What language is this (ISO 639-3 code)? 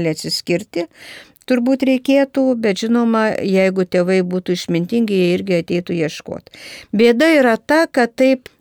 lit